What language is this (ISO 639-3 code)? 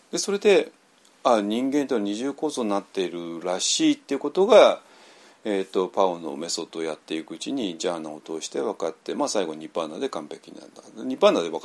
jpn